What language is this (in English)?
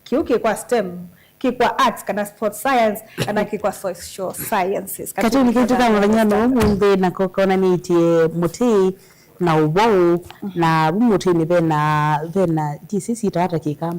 Kamba